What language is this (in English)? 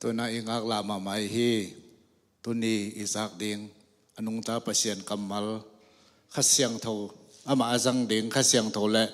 Tedim Chin